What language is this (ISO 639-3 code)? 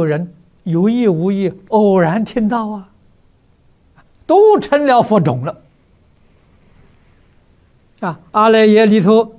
zho